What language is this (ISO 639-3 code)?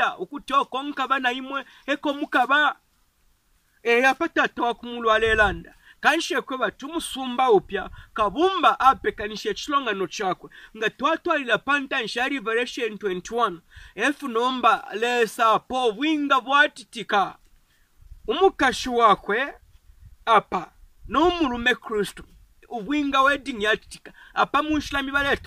bem